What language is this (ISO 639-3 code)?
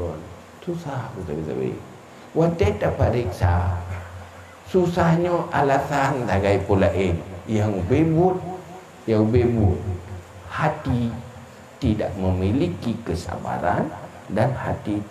ace